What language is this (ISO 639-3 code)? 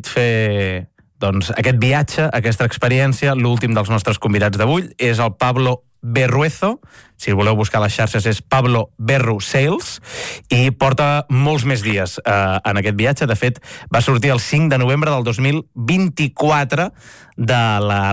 cat